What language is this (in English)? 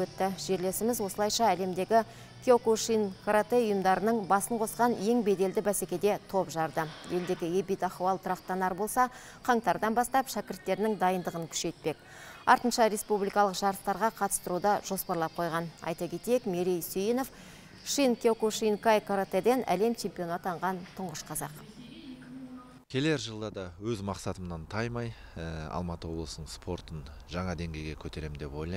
Kazakh